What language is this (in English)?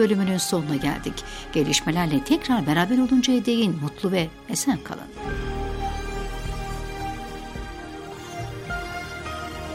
Turkish